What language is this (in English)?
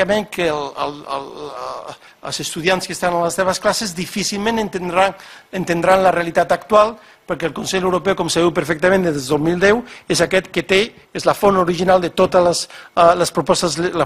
Catalan